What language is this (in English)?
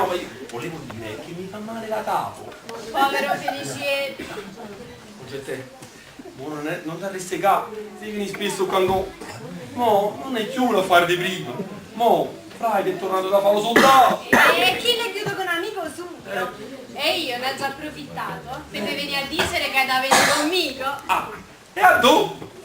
Neapolitan